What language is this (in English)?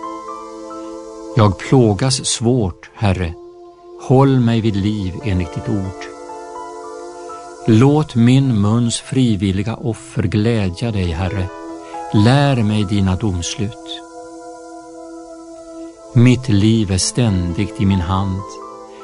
Swedish